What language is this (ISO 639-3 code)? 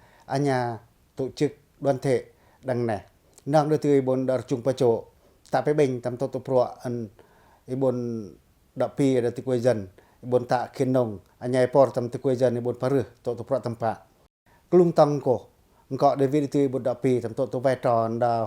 pac